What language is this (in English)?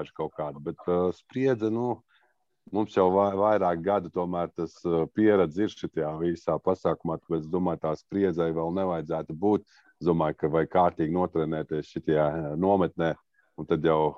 Latvian